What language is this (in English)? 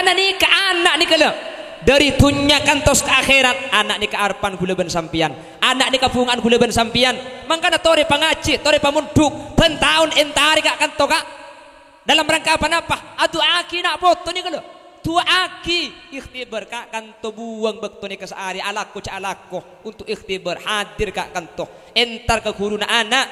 Madurese